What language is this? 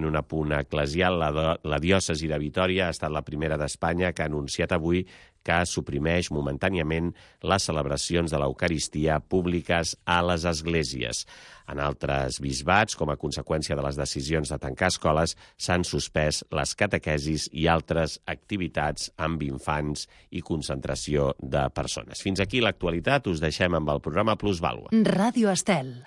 Catalan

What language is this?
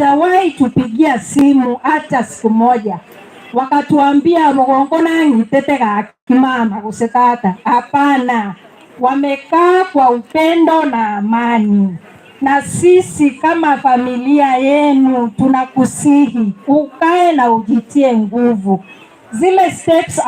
Gusii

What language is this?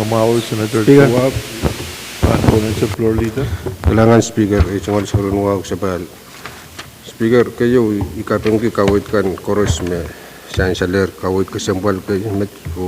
Pohnpeian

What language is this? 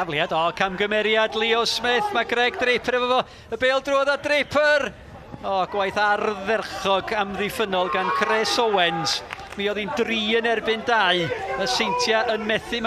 Welsh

